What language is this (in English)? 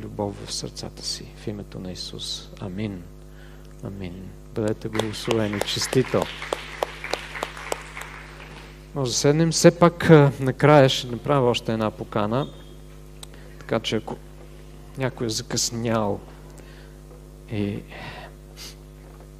Bulgarian